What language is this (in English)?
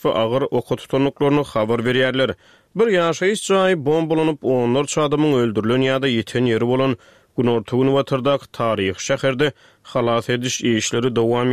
Turkmen